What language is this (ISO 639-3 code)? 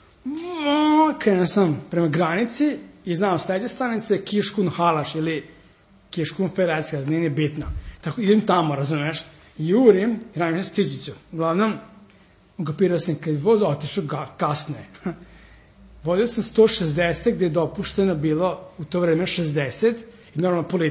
srp